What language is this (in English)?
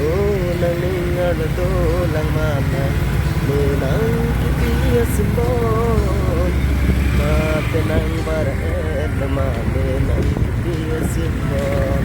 Karbi